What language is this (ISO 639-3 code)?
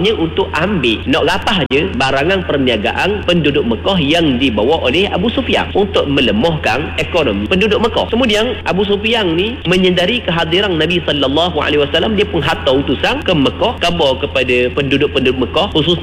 msa